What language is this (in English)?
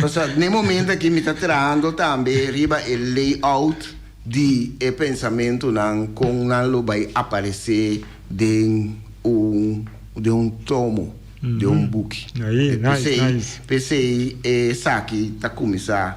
Papiamento